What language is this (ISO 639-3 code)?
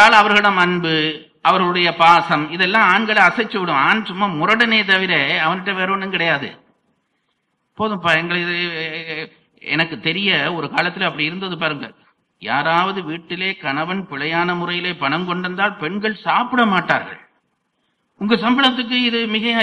tam